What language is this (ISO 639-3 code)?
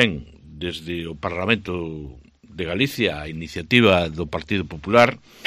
glg